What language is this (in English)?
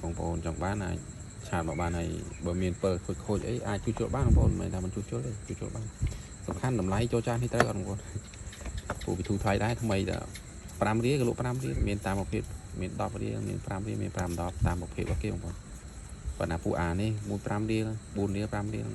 Khmer